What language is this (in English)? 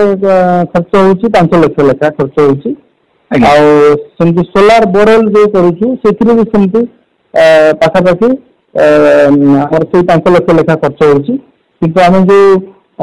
Odia